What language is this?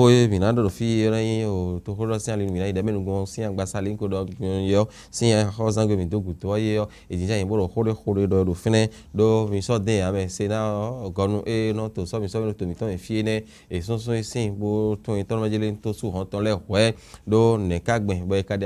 Fon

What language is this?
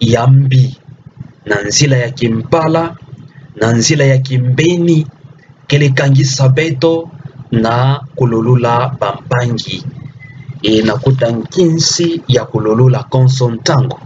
Kituba (Democratic Republic of Congo)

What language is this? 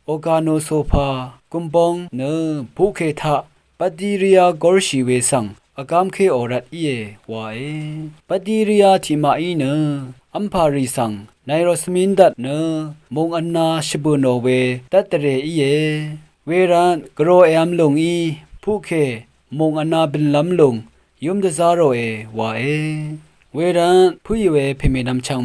Rawang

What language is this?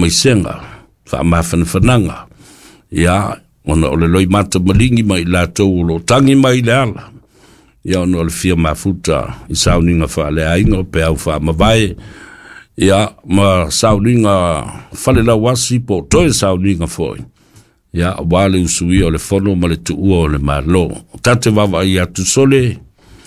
Samoan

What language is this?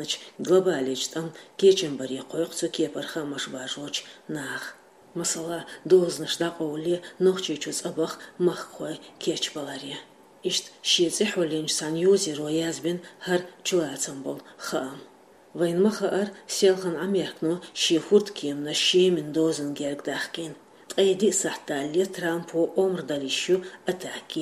Chechen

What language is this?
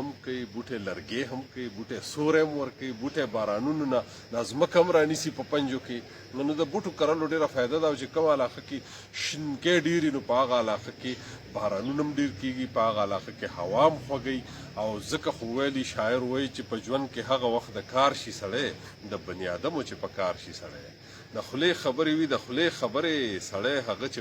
Pashto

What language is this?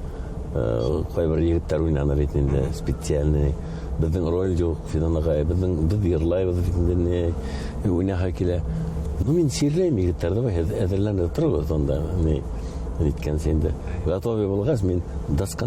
Bashkir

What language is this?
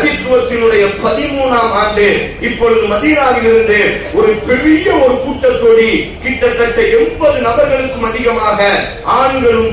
Tamil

